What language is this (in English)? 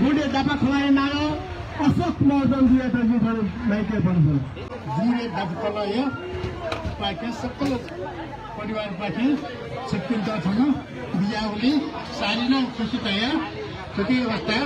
Newari